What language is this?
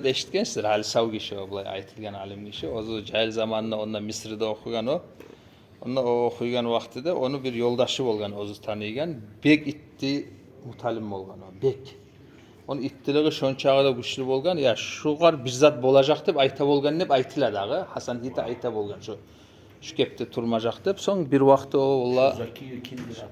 Kumyk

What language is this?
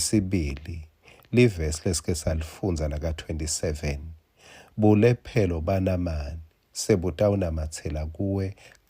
Swati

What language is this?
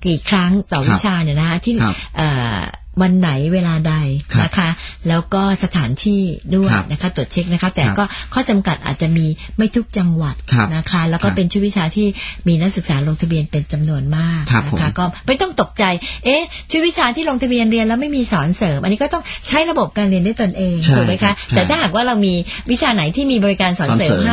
Thai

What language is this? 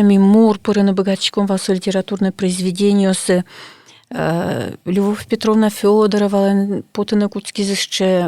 Udmurt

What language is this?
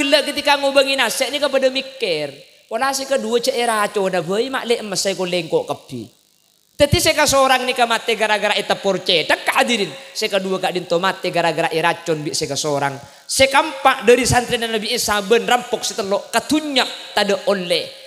Madurese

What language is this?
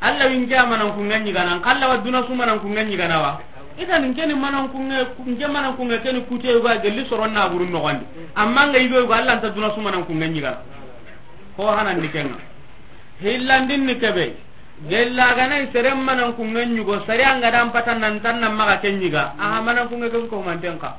Soninke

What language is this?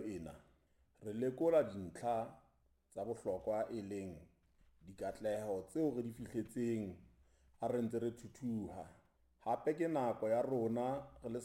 Southern Sotho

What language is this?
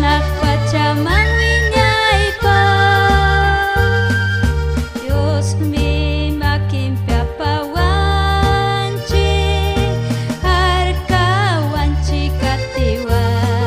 Ayacucho Quechua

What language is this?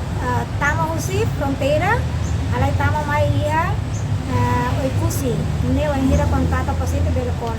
Tetum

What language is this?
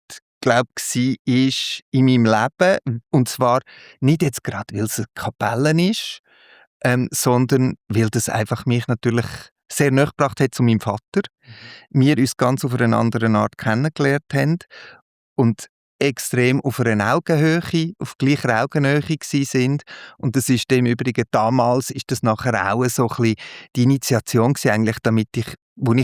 Swiss German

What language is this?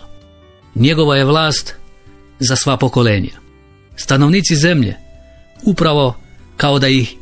Croatian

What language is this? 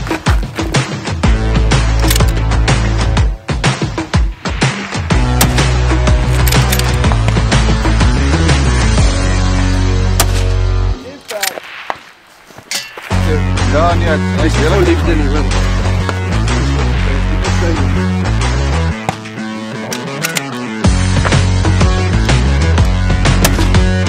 Afrikaans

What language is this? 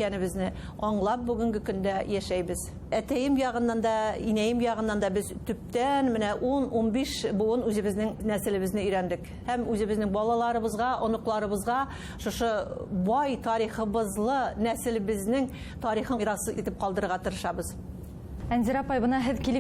Bashkir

